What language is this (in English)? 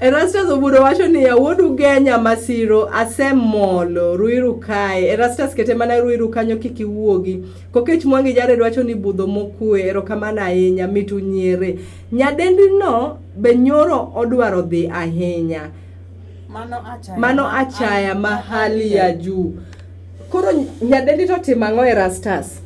Luo (Kenya and Tanzania)